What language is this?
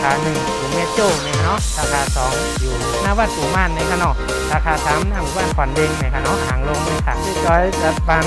Shan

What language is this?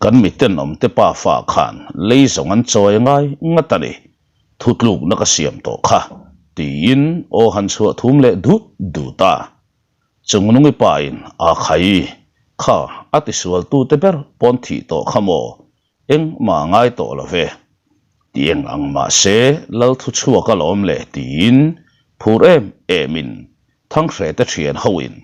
Mizo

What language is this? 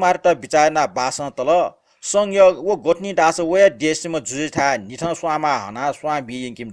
Newari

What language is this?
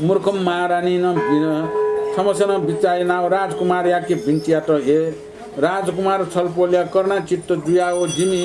Newari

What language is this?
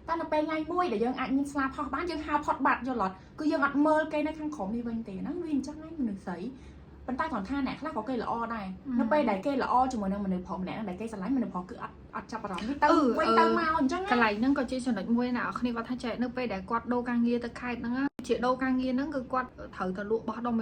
Khmer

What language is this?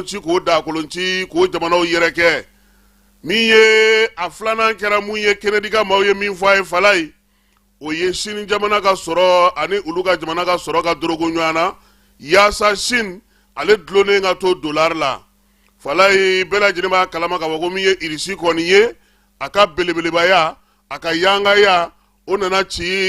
Bambara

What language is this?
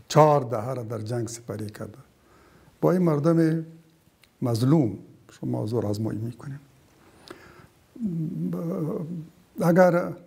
Persian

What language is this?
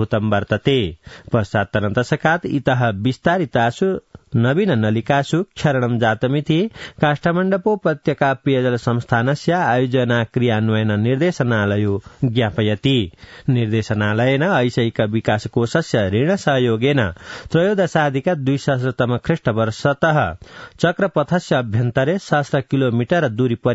Sanskrit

